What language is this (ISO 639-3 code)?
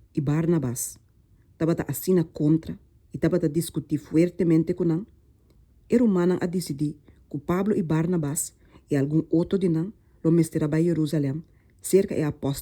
pap